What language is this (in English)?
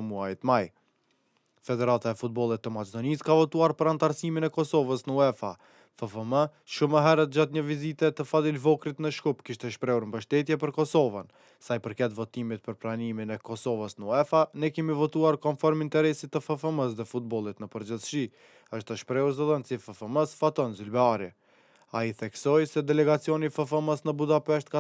Albanian